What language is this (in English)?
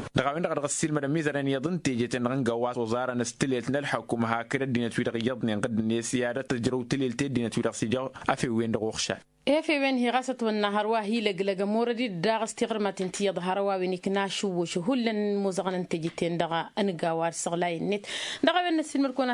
Tamasheq